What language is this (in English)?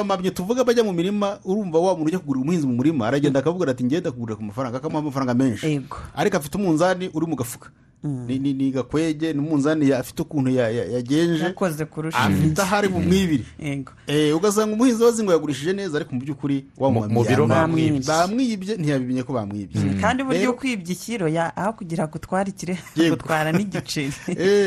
Kinyarwanda